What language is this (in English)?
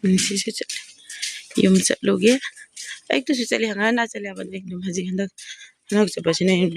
Manipuri